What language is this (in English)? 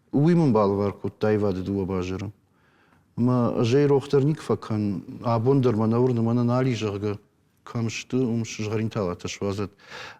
Ossetic